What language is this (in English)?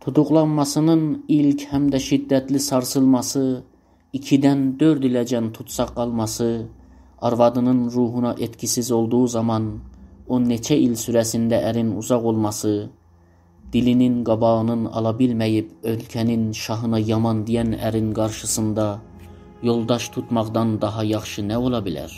South Azerbaijani